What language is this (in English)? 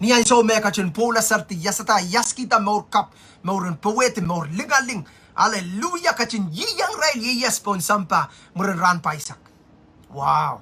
Pohnpeian